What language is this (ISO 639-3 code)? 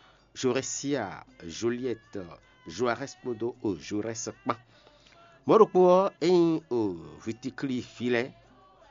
fon